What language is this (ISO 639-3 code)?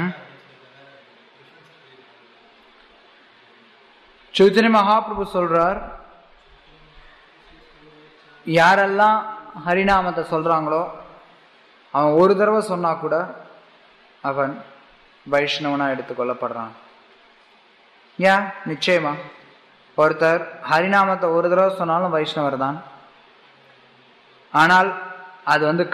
tam